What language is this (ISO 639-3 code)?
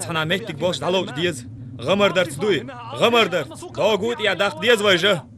che